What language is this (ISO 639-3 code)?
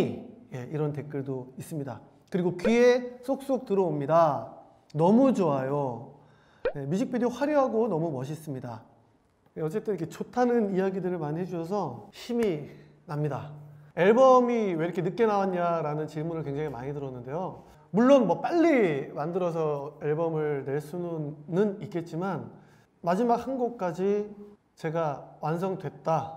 kor